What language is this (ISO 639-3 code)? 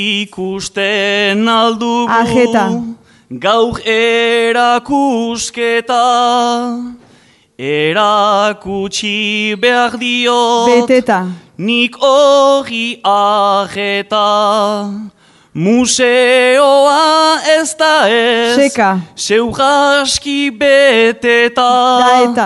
eus